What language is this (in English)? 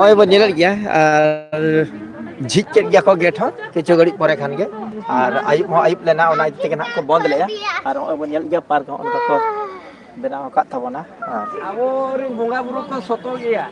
Santali